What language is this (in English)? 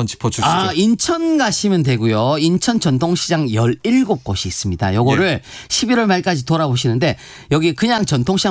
Korean